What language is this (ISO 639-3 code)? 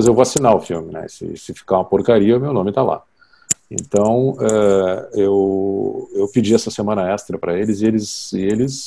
por